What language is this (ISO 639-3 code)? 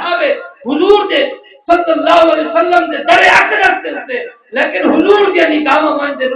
skr